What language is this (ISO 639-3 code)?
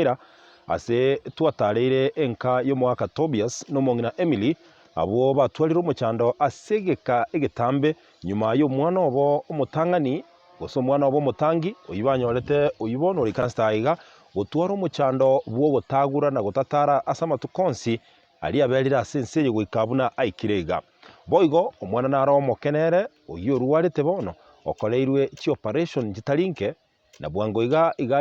guz